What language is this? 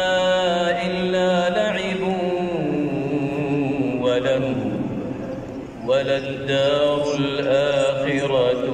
Arabic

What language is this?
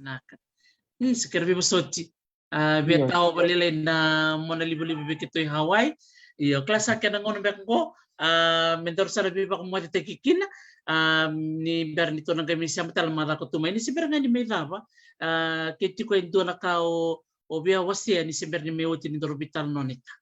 Fijian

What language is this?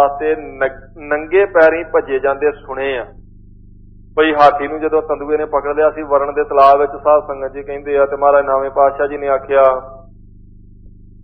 Punjabi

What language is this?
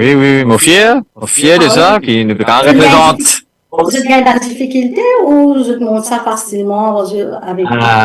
Morisyen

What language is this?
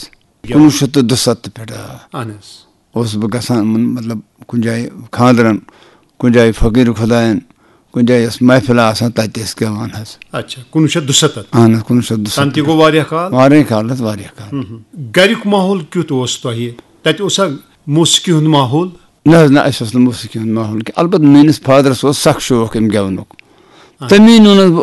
Kashmiri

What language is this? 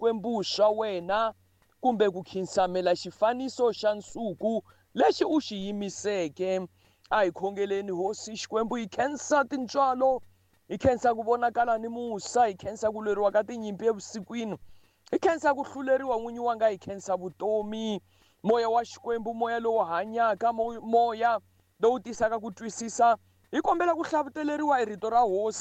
Tsonga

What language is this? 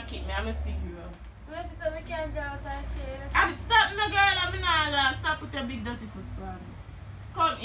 Jamaican Creole English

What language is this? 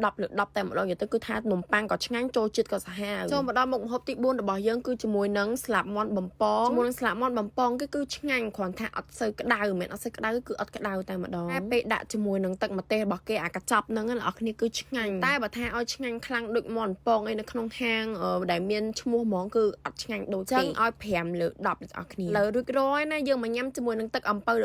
Khmer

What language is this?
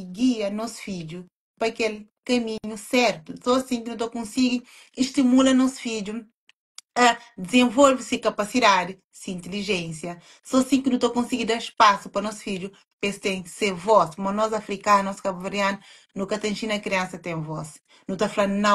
Kabuverdianu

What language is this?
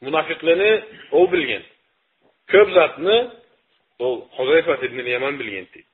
Karachay-Balkar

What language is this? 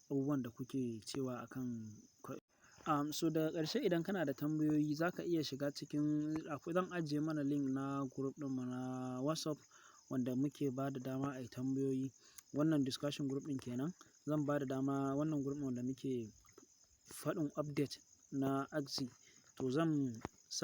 Hausa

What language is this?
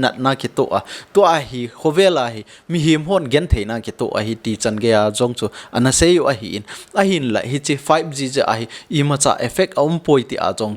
Thado Chin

